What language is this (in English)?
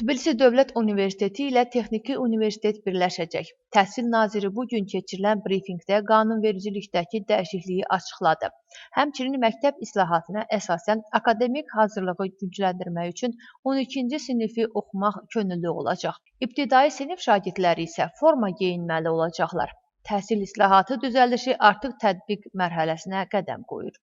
Azerbaijani